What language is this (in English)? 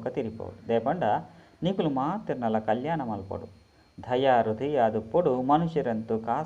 Tulu